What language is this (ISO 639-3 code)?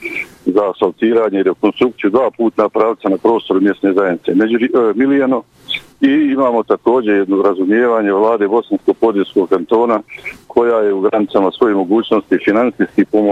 bos